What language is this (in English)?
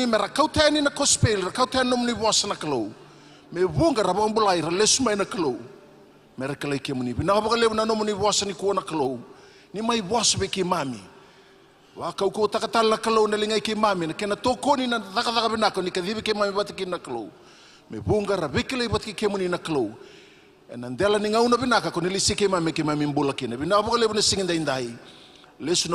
Fijian